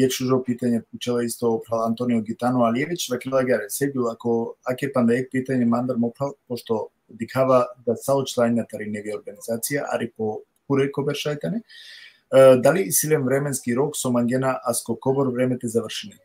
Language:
Balkan Romani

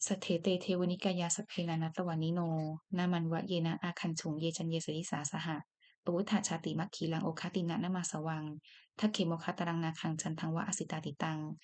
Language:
Pali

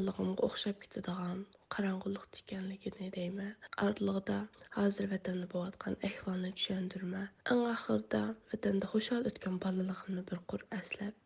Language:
Uyghur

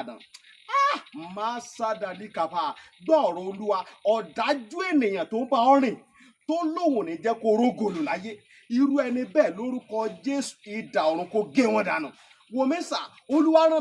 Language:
Yoruba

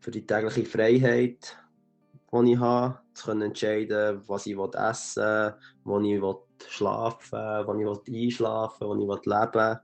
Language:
Swiss German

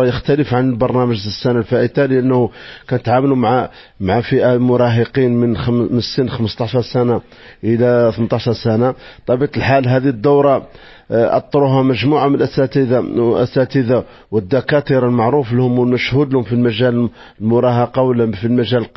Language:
Moroccan Arabic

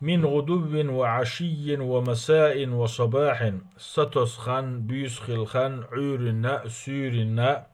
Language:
Chechen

